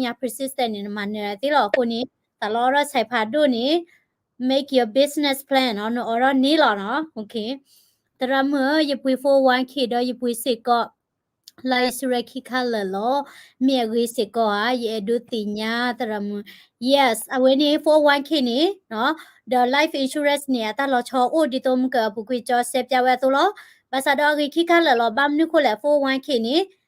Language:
S'gaw Karen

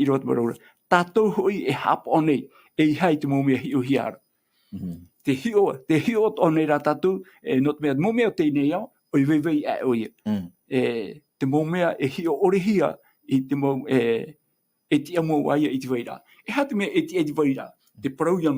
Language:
Tahitian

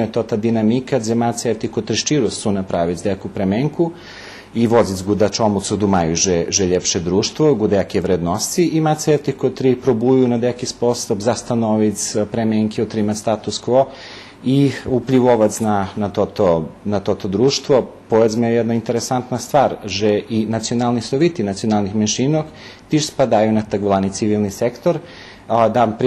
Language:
Rusyn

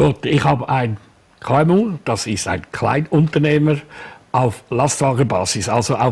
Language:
German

